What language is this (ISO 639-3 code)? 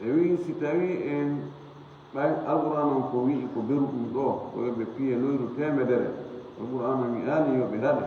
ful